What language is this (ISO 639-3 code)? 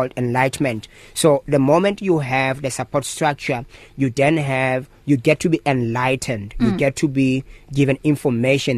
eng